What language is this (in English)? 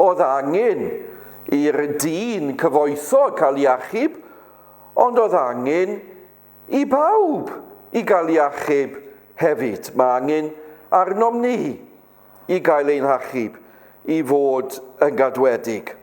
Welsh